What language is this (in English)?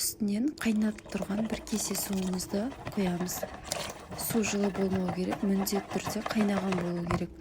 Kazakh